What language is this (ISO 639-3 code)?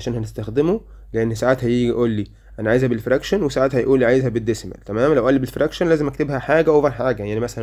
arz